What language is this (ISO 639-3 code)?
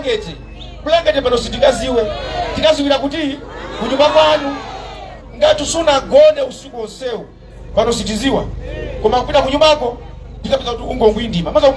nya